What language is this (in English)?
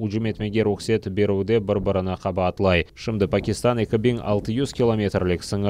Crimean Tatar